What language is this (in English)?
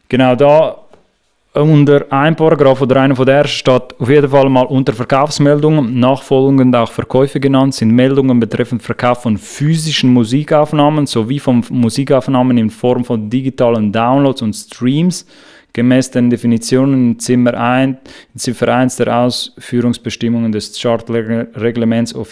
Swiss German